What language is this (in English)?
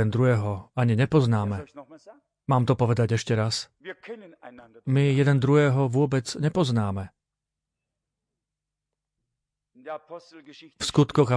Slovak